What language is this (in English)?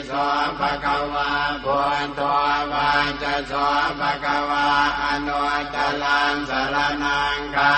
Pali